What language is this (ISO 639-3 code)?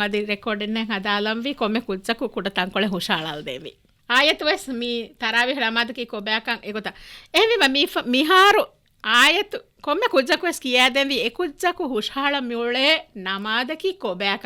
div